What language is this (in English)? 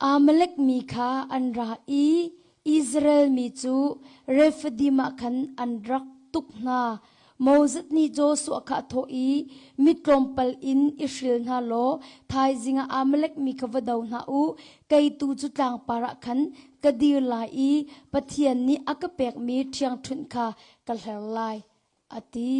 Hakha Chin